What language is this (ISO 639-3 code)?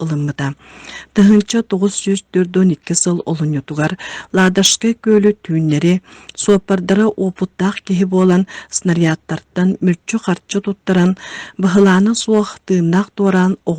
sah